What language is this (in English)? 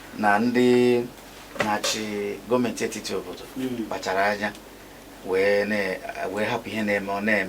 Igbo